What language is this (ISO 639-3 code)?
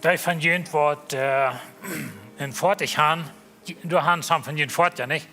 pdt